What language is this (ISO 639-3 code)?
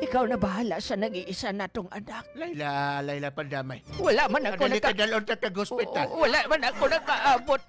ceb